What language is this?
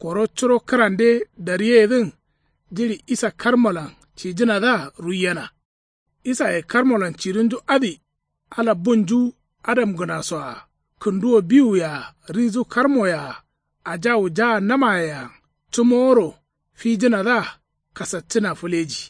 Kanuri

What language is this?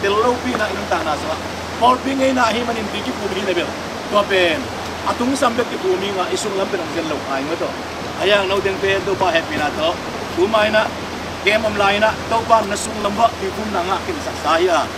Tedim Chin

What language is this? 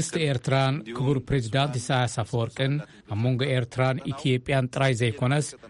Tigrinya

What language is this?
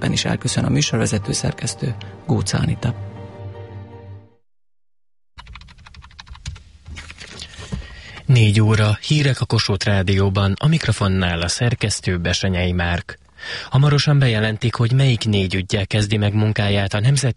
Hungarian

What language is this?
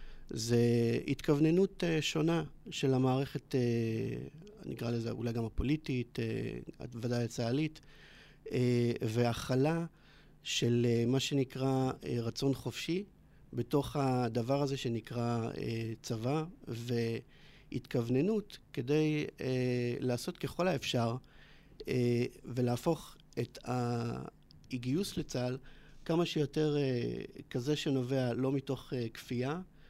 Hebrew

